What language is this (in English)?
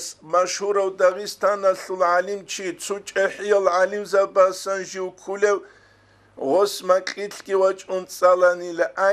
Avaric